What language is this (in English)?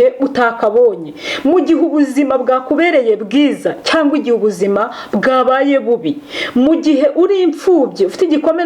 Kinyarwanda